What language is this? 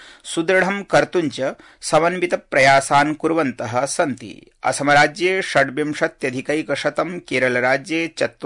Sanskrit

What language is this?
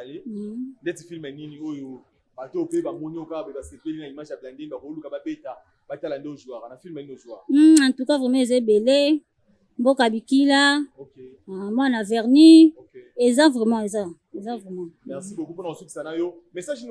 Lingala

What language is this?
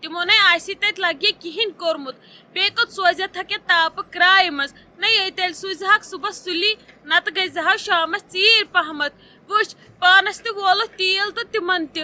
Kashmiri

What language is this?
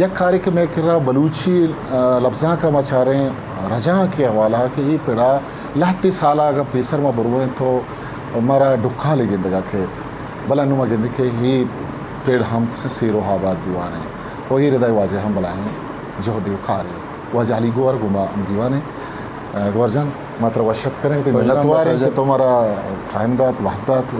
Eastern Balochi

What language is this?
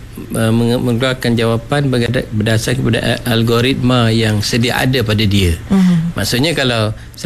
Malay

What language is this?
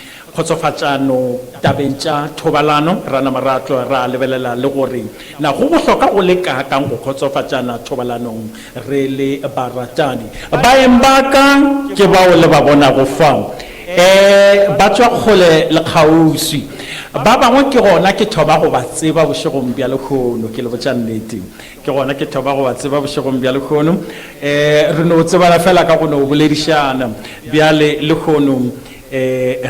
Northern Sotho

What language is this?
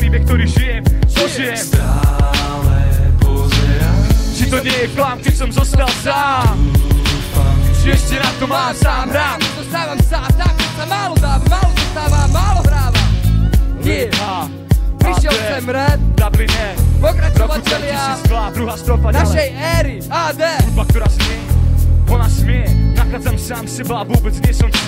Slovak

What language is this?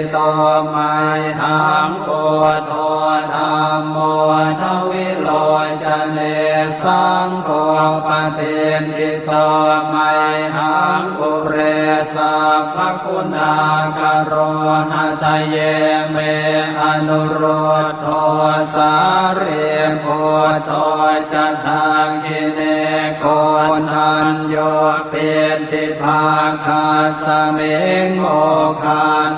Pali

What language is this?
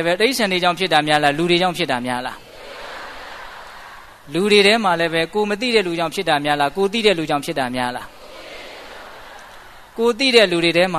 Burmese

